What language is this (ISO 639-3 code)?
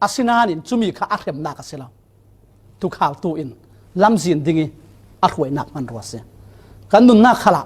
cfm